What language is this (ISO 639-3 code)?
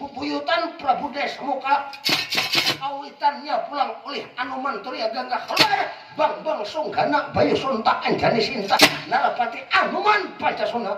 bjn